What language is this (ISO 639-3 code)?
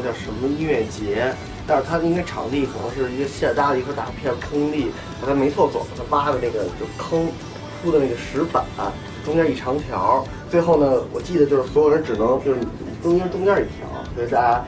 zho